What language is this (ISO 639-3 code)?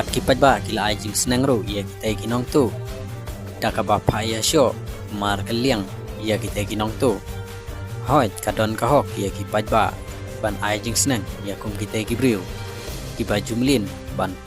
kha